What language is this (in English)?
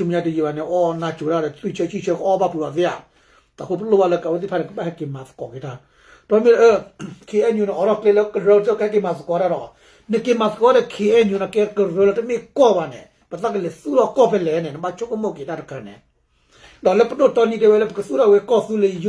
S'gaw Karen